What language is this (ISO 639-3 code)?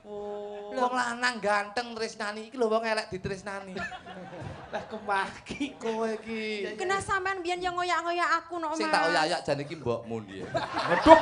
jav